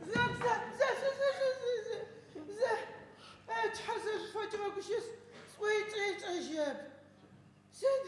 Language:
Adyghe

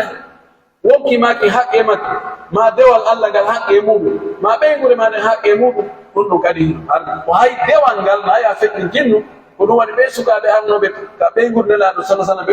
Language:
Pular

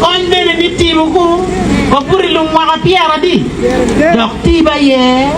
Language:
Acoli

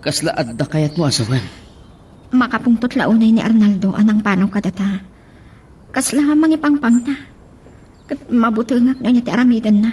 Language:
Iloko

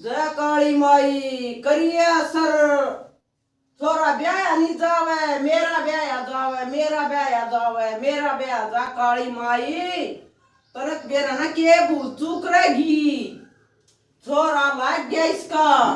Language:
Haryanvi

